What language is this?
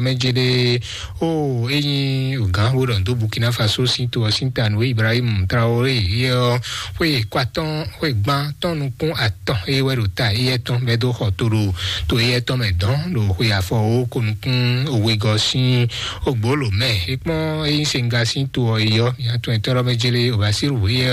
Fon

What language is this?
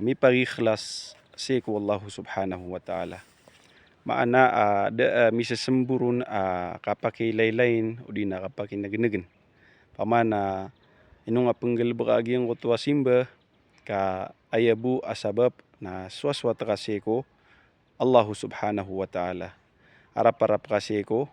Maranao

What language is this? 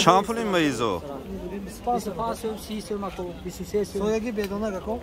Tajik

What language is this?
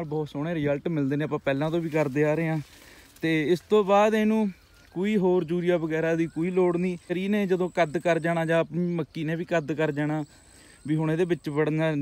Punjabi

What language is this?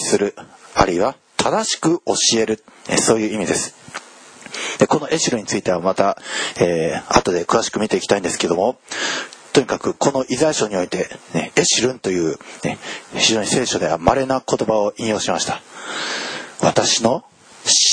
Japanese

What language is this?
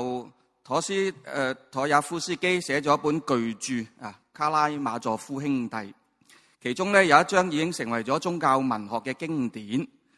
Cantonese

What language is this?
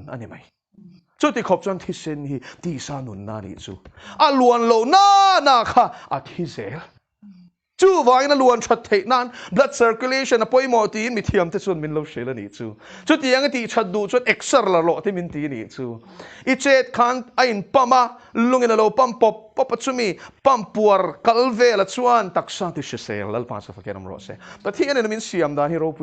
Mizo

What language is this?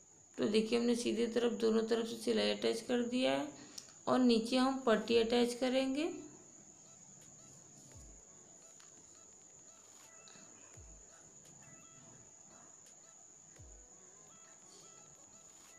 Hindi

